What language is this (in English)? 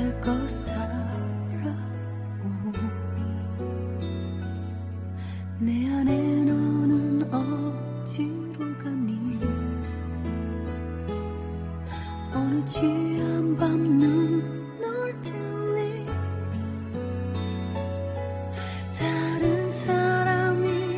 Korean